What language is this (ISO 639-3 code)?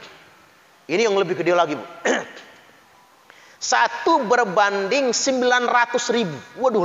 ind